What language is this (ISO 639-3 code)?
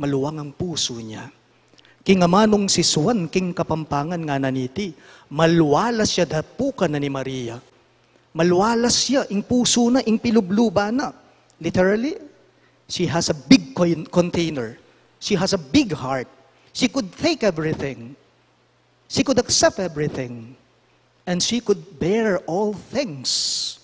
pam